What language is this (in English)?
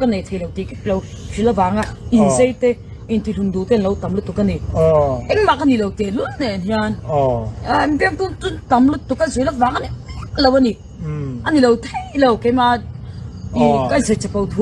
Mizo